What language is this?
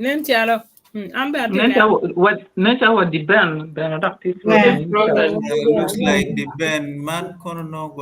Acoli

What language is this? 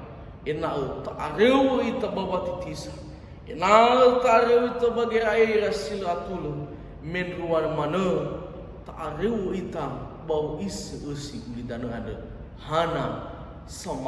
Nias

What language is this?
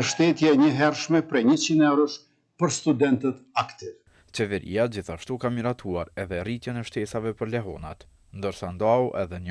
Albanian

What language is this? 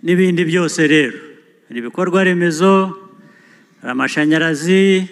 Kinyarwanda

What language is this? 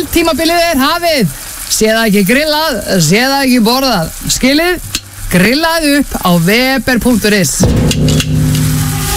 Icelandic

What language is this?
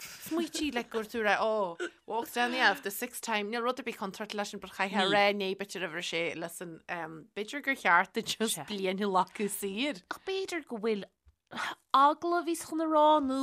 Irish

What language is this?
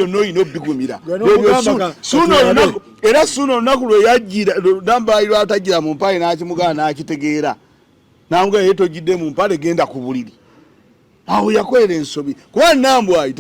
Ganda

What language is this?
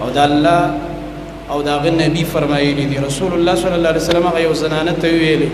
Pashto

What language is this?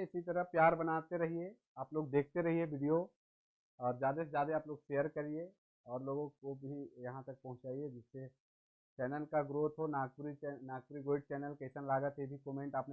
Sadri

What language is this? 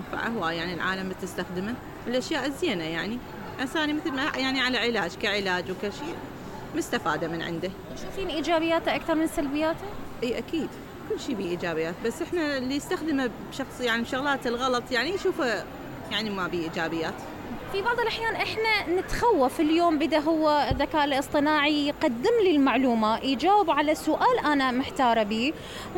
Mesopotamian Arabic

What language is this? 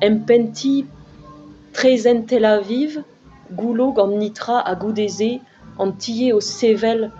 Breton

